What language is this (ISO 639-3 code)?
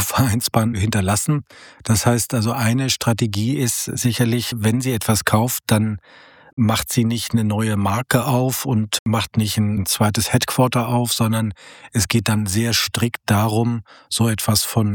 deu